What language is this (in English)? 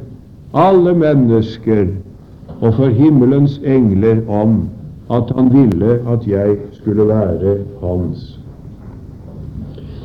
Norwegian